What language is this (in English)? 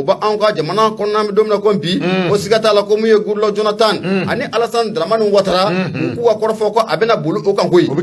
Bambara